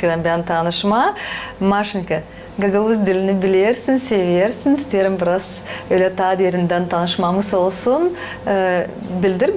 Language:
Gagauz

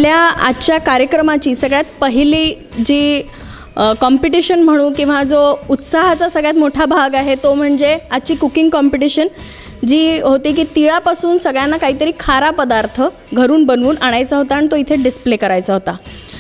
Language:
Marathi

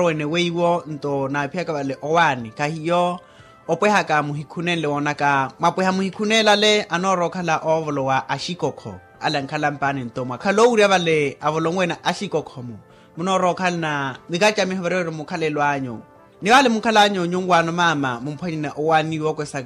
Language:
Makhuwa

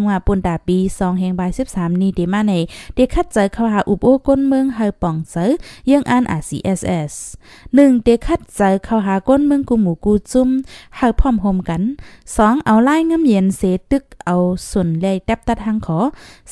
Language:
Shan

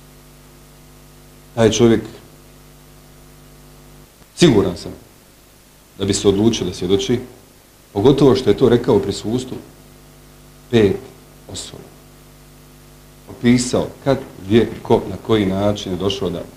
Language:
Bosnian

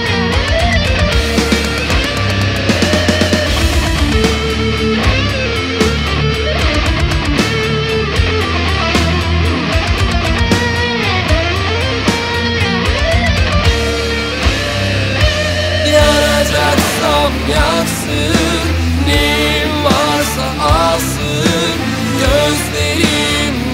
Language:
Turkish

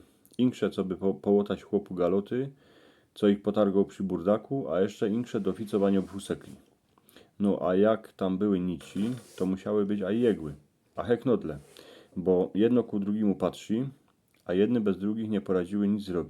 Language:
Silesian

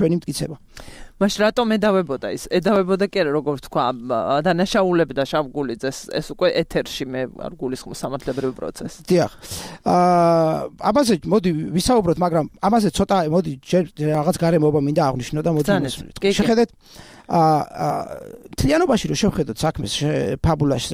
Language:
Georgian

